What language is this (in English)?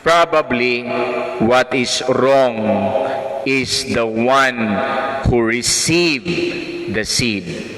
Cebuano